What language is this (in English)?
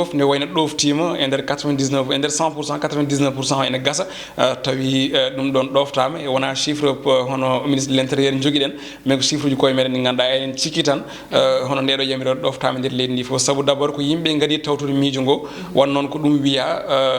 Fula